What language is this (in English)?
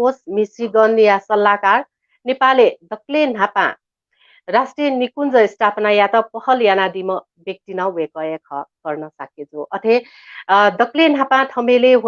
Newari